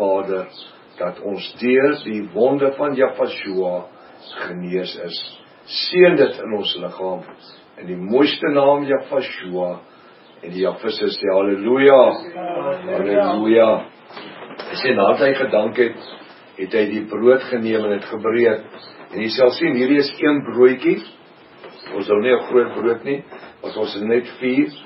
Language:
Afrikaans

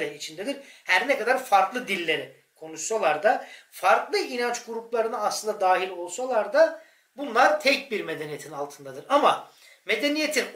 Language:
Turkish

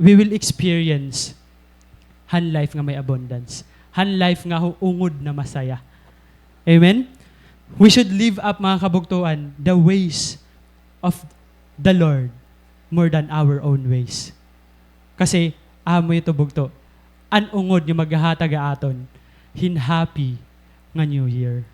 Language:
Waray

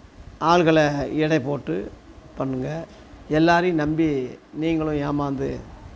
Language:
Tamil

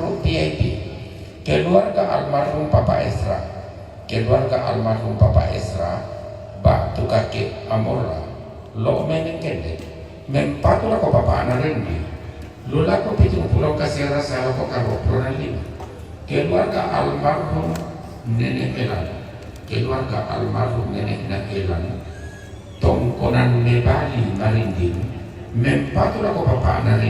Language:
Toraja-Sa'dan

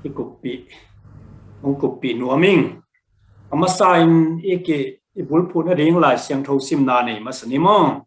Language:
Tedim Chin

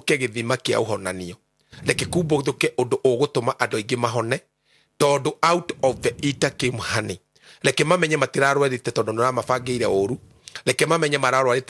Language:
Kikuyu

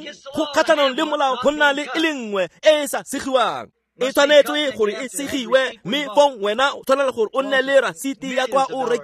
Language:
Tswana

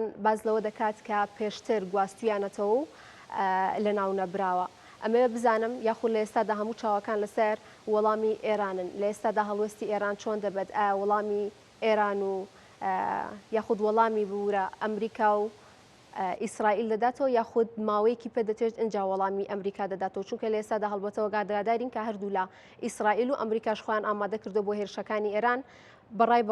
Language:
Central Kurdish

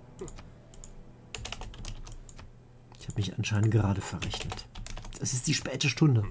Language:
German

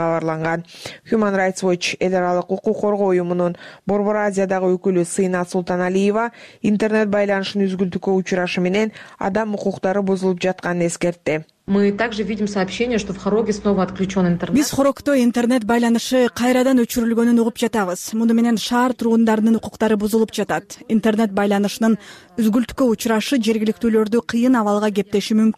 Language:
Kyrgyz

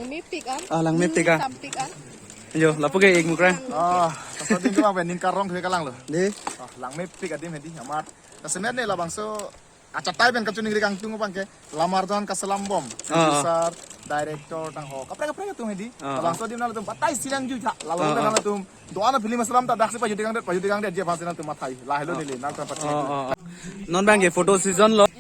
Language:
Karbi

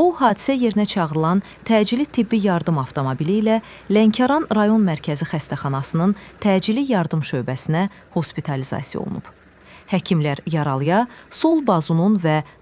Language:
Azerbaijani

